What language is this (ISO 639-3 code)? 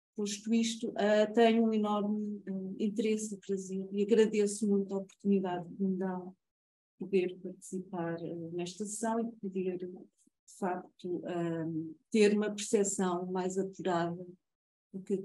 por